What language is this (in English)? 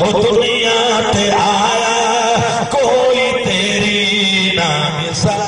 Saraiki